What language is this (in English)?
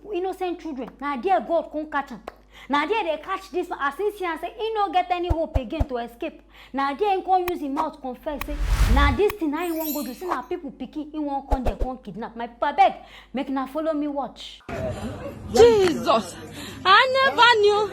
Nigerian Pidgin